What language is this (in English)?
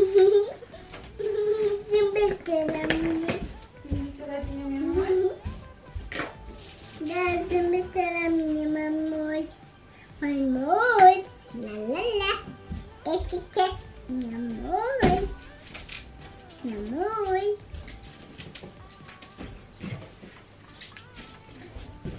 Romanian